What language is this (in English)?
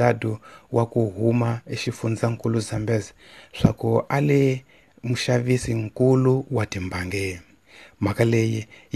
Tsonga